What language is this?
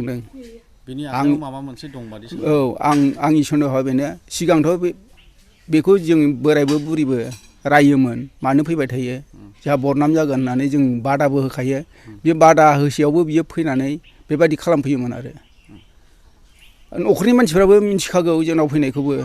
Bodo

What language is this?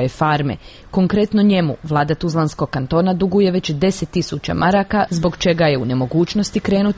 Bosnian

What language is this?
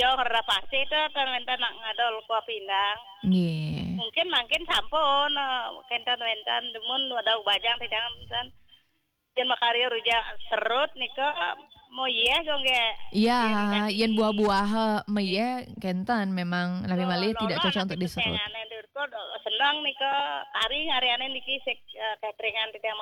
Balinese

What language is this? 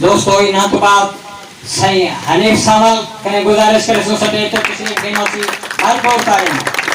Saraiki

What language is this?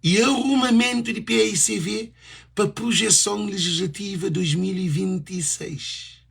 Kabuverdianu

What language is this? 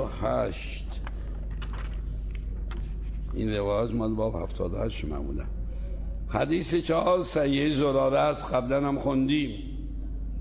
Persian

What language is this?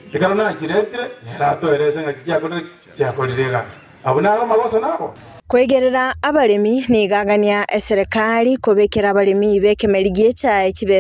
Gusii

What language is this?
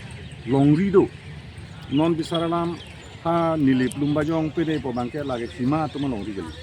Karbi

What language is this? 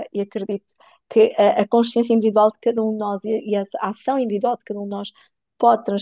Portuguese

